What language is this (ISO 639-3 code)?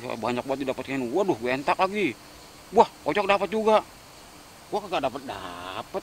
bew